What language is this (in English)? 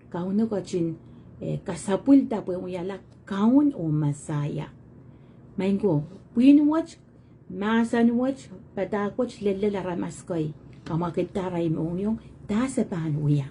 Pohnpeian